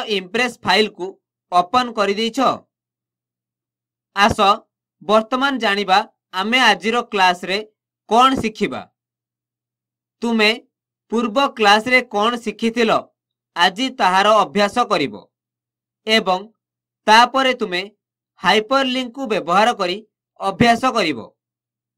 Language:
Odia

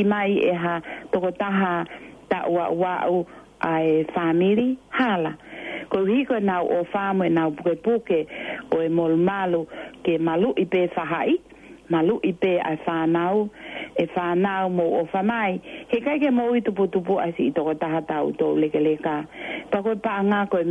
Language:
Tongan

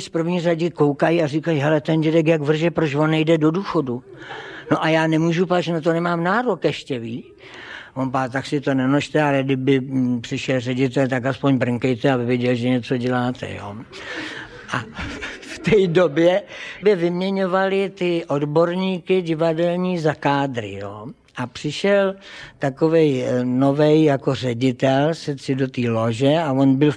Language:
Czech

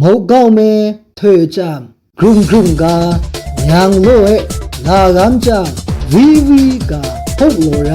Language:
Maru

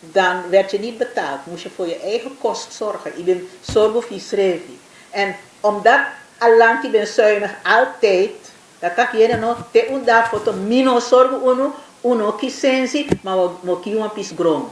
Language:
Sranan Tongo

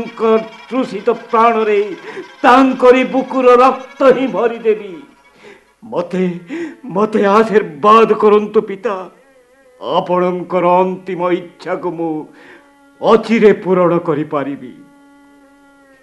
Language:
Odia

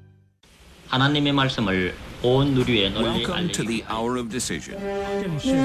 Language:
Korean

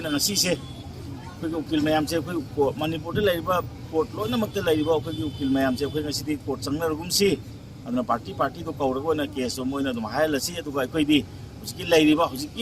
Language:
Manipuri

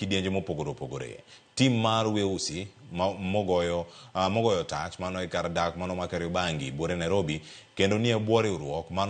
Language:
Luo (Kenya and Tanzania)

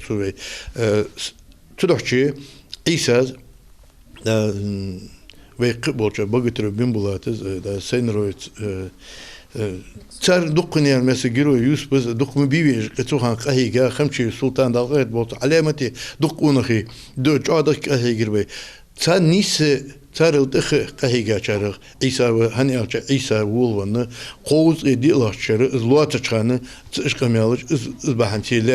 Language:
Ingush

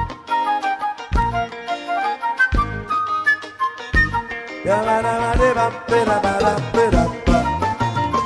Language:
French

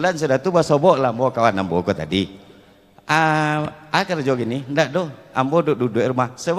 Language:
Minangkabau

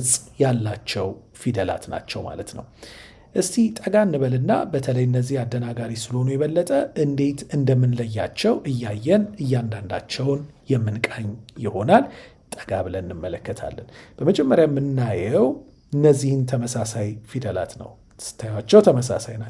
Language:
Amharic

